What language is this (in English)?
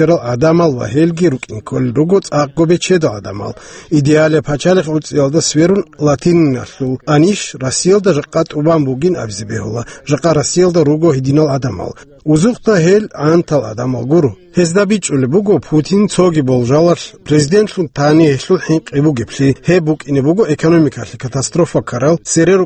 Avaric